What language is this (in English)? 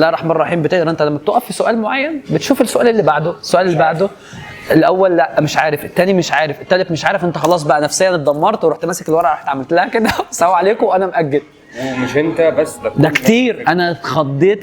Egyptian Arabic